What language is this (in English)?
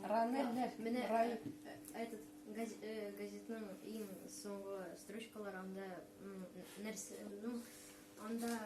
Tatar